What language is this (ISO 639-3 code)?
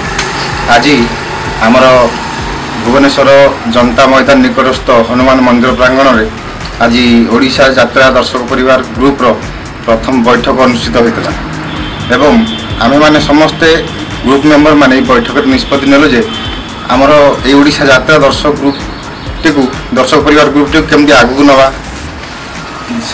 ori